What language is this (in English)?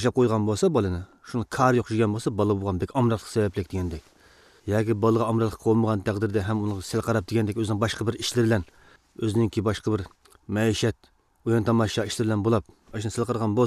Uyghur